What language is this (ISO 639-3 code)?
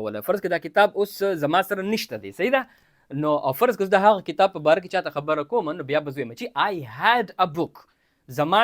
pus